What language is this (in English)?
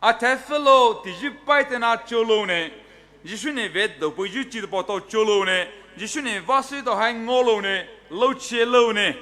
Poumei Naga